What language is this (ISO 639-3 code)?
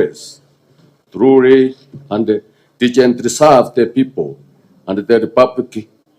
guz